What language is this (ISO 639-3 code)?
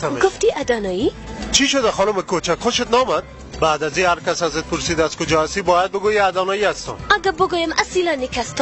fas